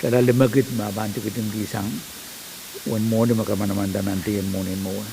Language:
Pohnpeian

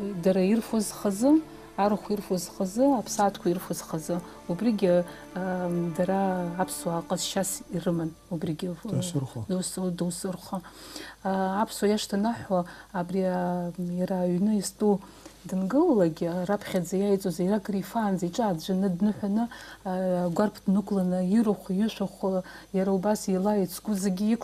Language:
Abkhazian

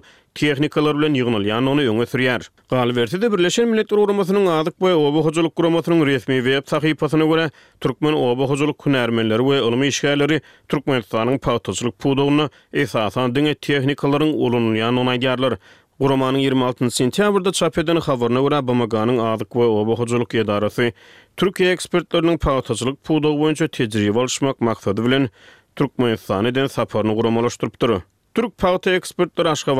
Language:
Turkmen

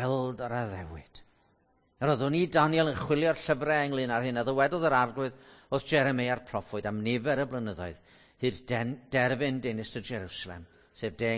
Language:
Welsh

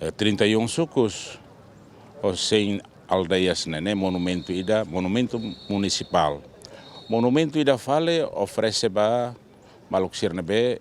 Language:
Tetum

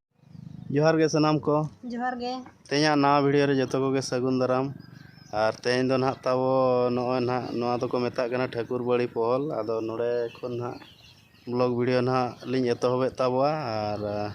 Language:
Santali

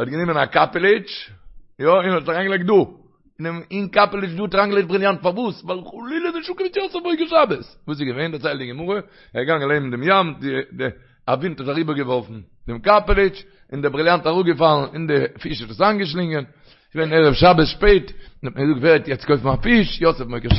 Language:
Yiddish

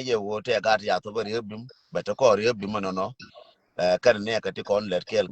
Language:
Nuer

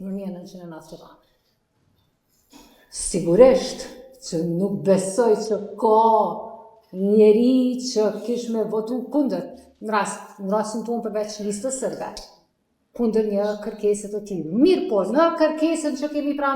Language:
Albanian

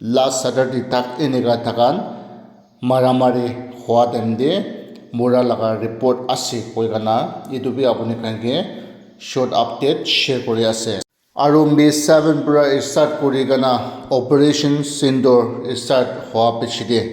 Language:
Naga Pidgin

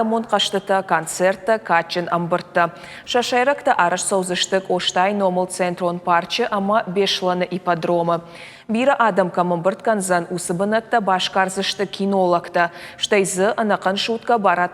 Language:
Ossetic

